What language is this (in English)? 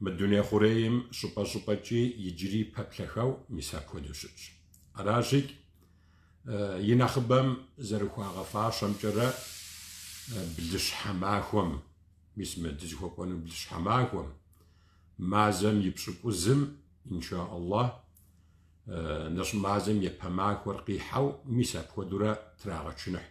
Kabardian